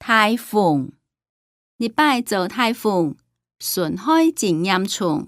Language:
Hakka Chinese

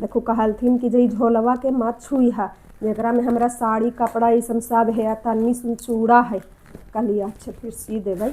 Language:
Magahi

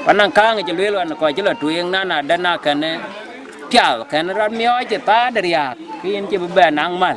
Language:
Dinka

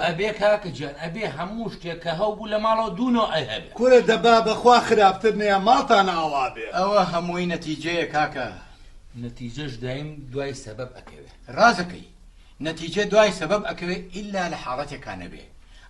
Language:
Central Kurdish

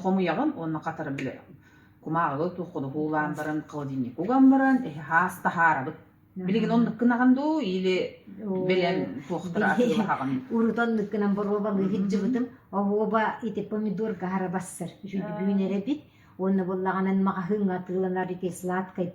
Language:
Yakut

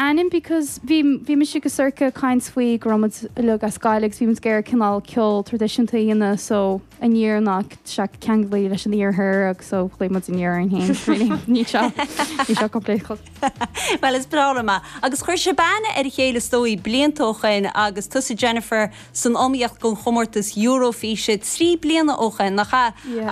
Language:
Irish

